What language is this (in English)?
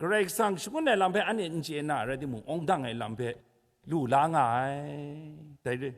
Kachin